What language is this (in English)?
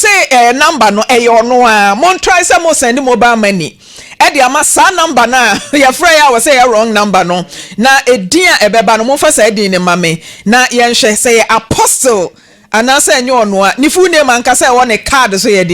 Akan